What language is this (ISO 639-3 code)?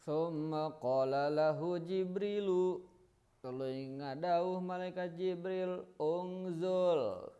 sun